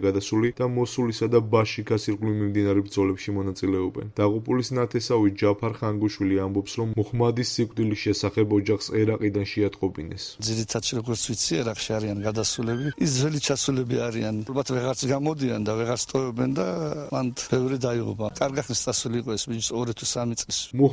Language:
Georgian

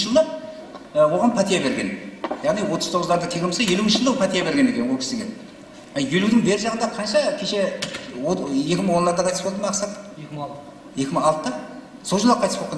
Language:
Kara-Kalpak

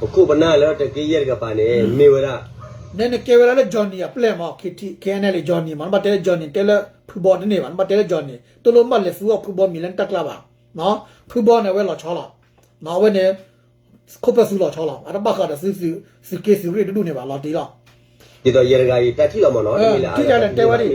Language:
S'gaw Karen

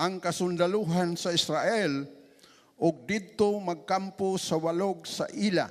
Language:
Cebuano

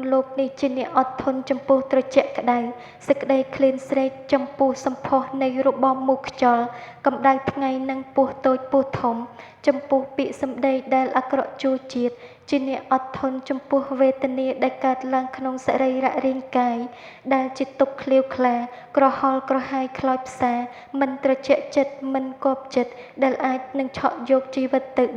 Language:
Khmer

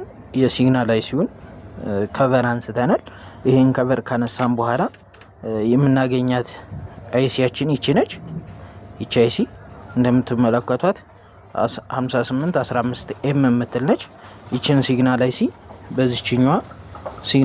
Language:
Amharic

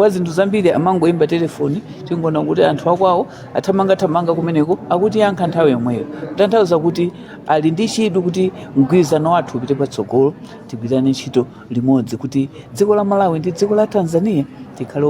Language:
Nyanja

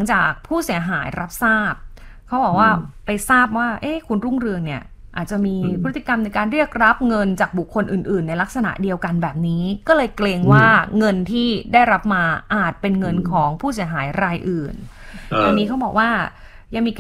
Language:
Thai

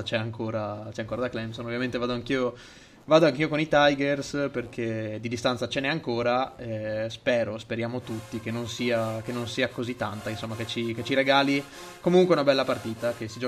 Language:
Italian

